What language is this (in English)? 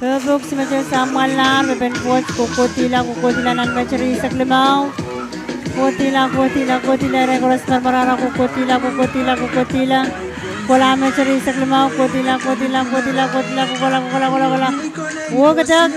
Pohnpeian